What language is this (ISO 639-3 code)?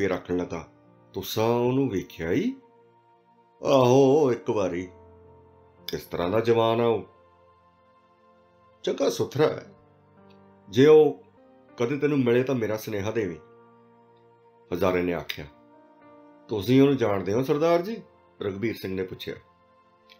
pan